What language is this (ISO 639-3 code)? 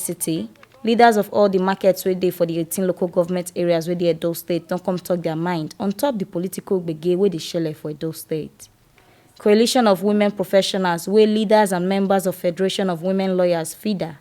pcm